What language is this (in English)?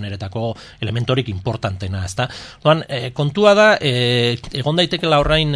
Basque